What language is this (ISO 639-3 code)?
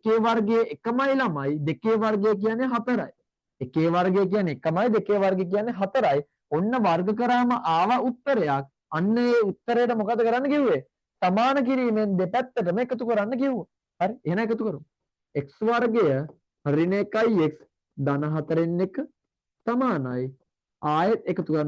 sin